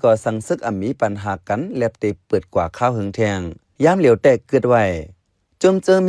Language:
Shan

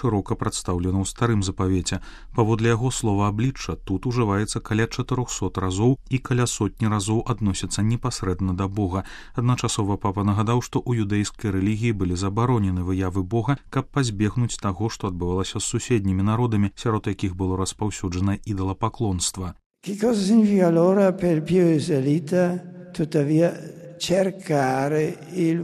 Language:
Belarusian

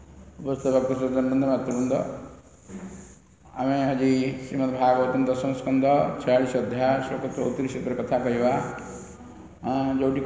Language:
Odia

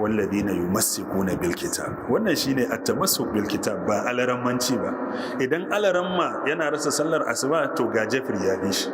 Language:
Hausa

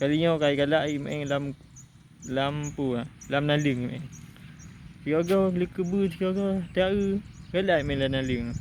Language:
Achinese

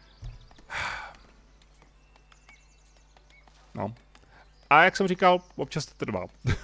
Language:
Czech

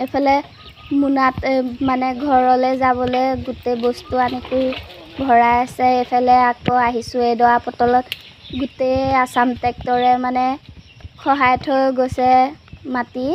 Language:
Assamese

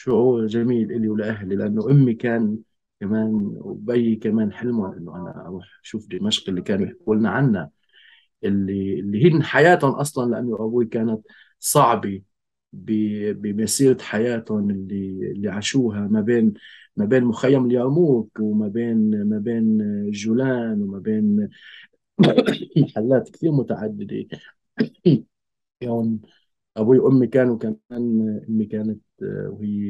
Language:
North Levantine Arabic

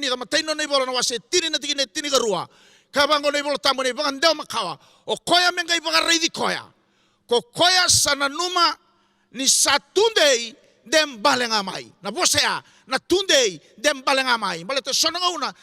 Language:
Fijian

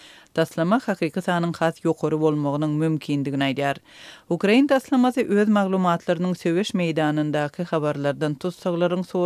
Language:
Turkmen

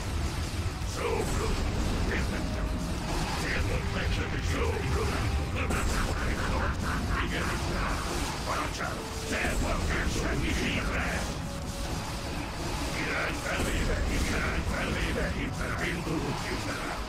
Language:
Hungarian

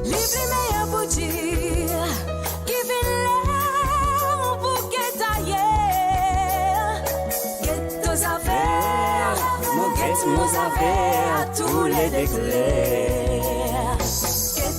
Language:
Morisyen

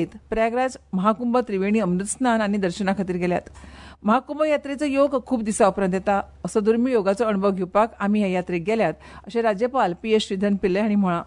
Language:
Konkani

